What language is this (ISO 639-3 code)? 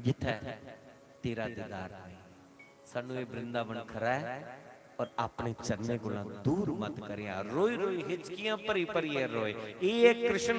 doi